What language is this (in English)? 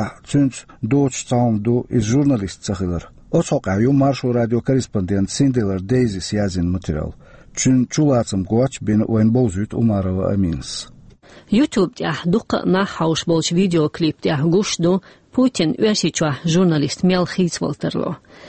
Chechen